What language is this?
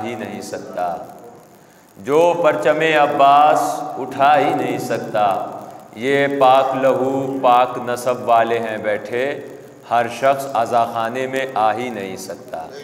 Urdu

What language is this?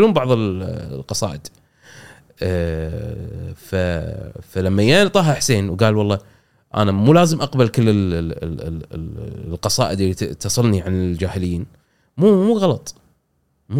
Gulf Arabic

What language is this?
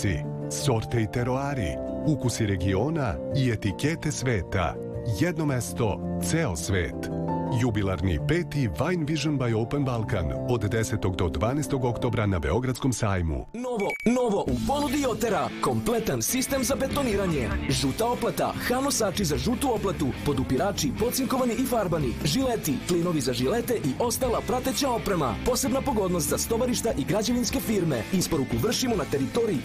Serbian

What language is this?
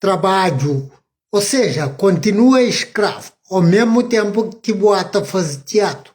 Kabuverdianu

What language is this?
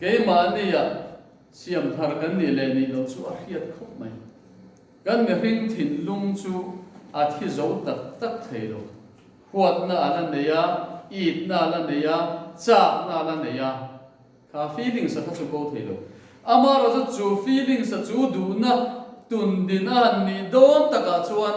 Mizo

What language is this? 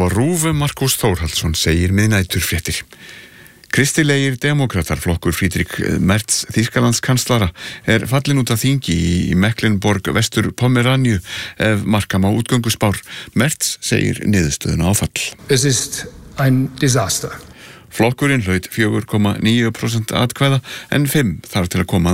Icelandic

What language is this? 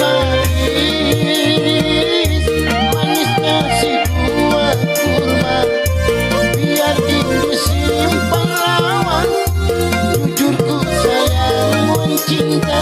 Banjar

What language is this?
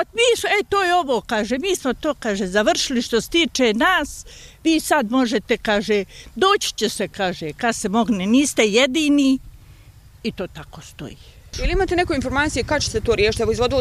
Bosnian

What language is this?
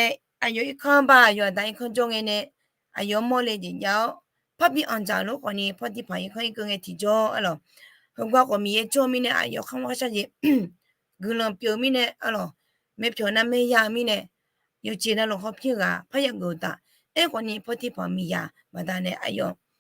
Akha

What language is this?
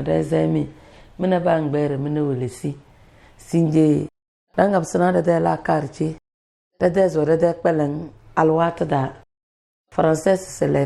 Tem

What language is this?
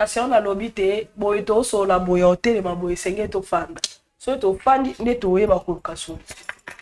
Lingala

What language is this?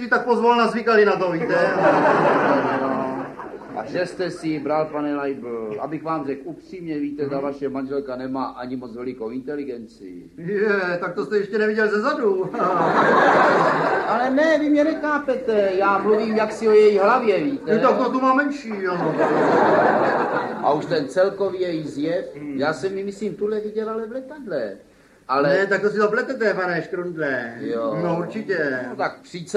Czech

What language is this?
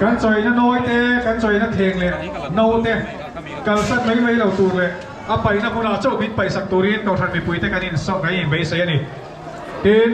Mizo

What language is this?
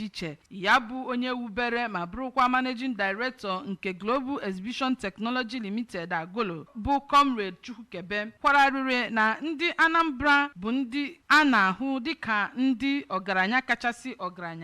Igbo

